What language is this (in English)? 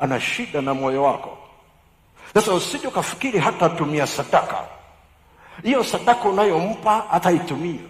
Swahili